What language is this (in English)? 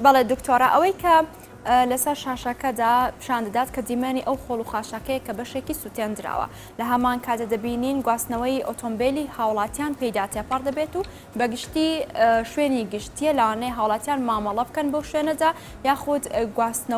Central Kurdish